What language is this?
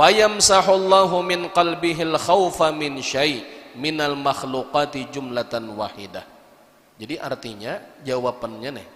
Banjar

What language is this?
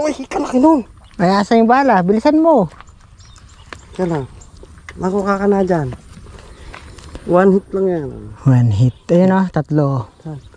Filipino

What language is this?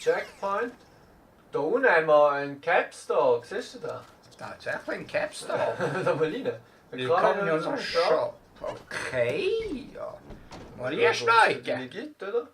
Swiss German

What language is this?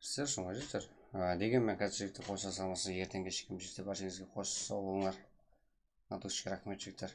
Kara-Kalpak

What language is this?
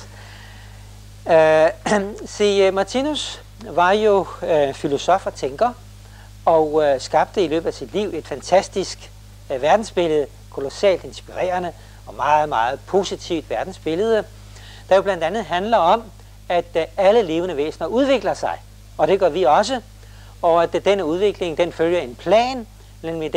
Danish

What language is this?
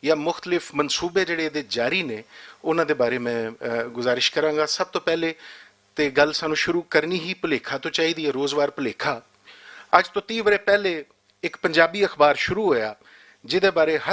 Western Panjabi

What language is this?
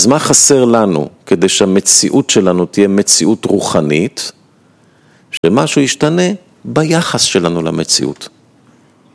Hebrew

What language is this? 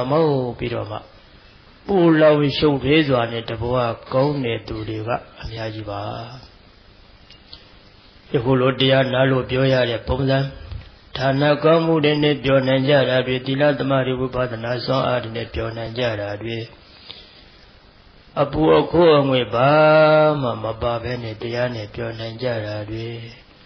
Burmese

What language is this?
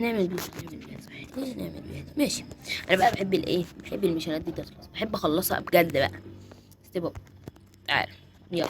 Egyptian Arabic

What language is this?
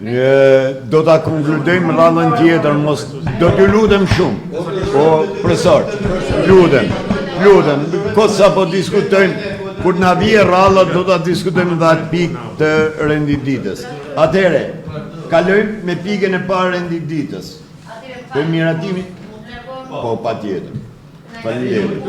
Albanian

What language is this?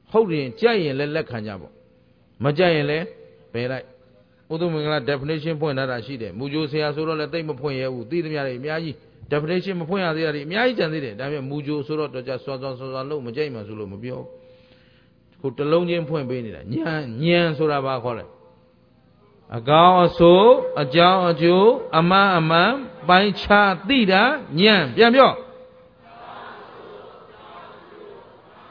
Burmese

